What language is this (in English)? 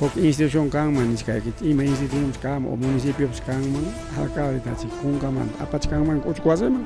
Ayacucho Quechua